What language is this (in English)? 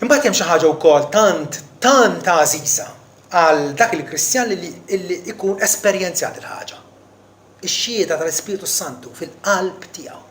Maltese